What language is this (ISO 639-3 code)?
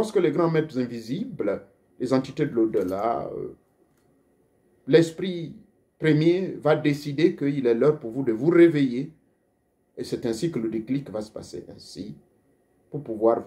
fra